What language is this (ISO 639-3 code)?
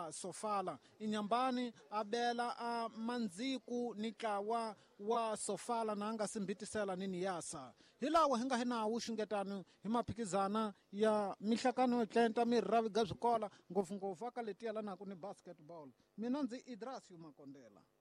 tso